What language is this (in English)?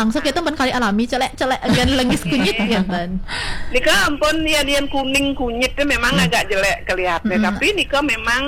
Balinese